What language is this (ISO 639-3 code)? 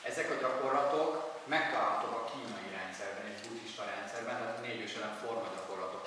hun